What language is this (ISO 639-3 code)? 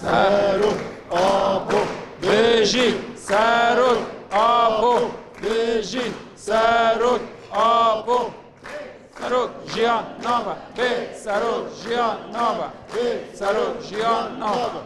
kur